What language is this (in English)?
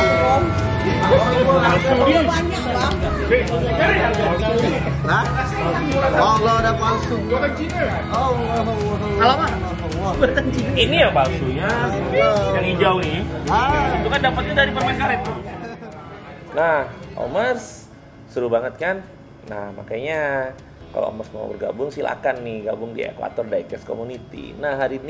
Indonesian